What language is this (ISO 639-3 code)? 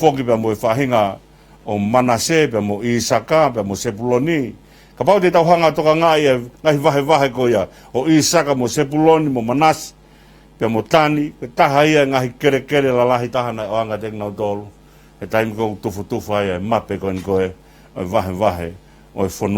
ton